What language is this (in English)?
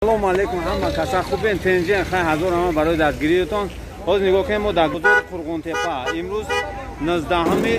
Tajik